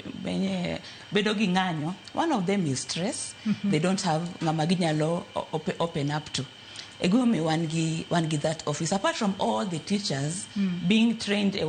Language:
Luo (Kenya and Tanzania)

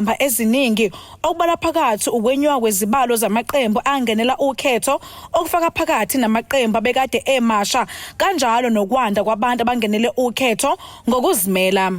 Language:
Zulu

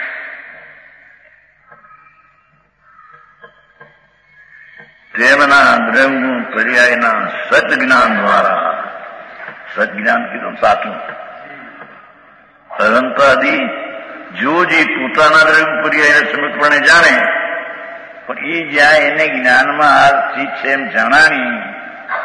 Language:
Gujarati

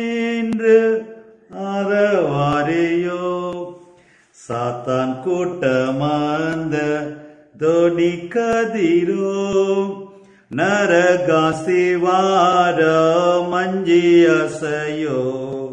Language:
Tamil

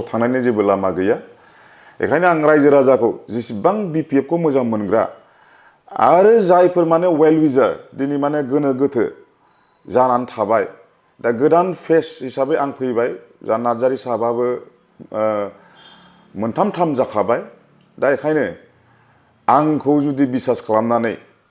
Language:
Bodo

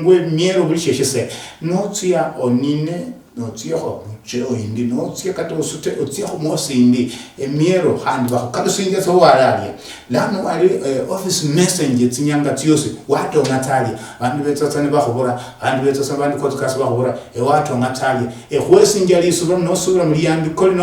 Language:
Luyia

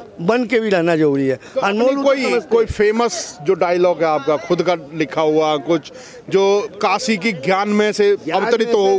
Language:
Hindi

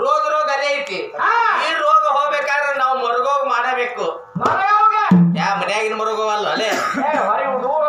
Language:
Kannada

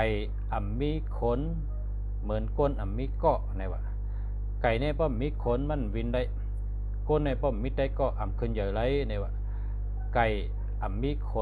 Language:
Shan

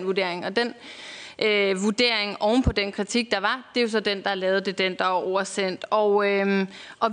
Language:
Danish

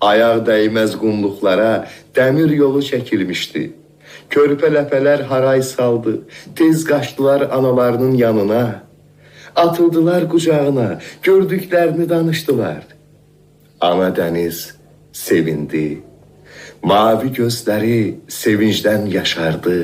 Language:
Azerbaijani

